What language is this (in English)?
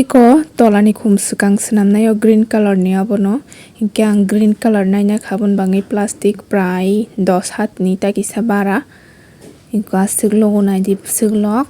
Kok Borok